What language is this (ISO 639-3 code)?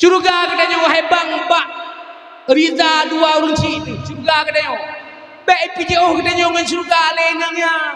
ace